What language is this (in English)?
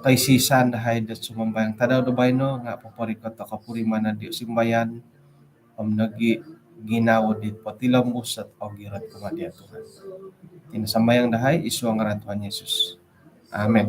Central Dusun